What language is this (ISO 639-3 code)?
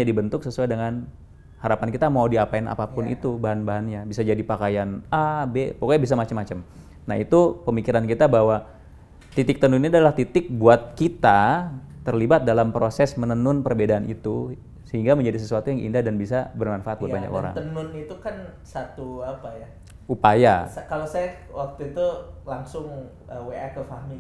ind